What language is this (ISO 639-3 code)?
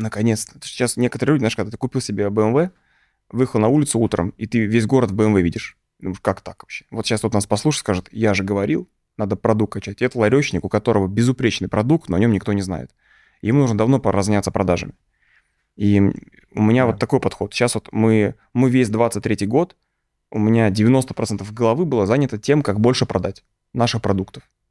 rus